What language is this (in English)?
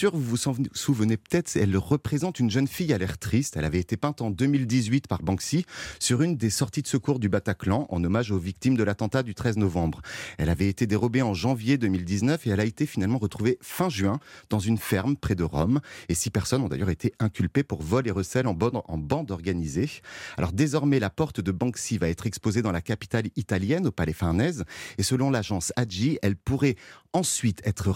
French